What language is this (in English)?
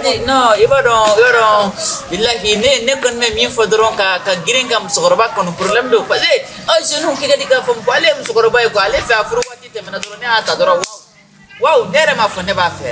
Bambara